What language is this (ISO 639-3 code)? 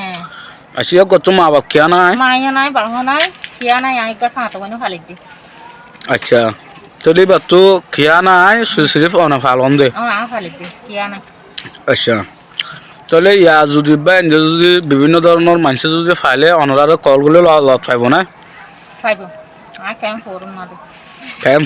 rhg